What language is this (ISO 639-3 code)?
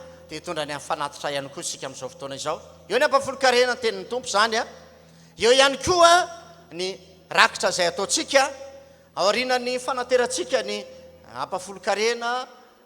mlg